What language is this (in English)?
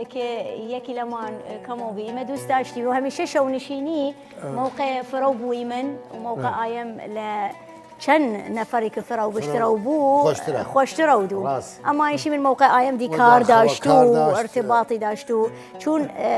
Southern Kurdish